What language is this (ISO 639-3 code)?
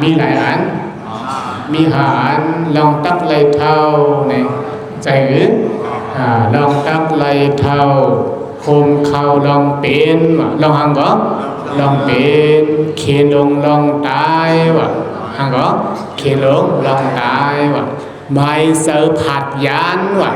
shn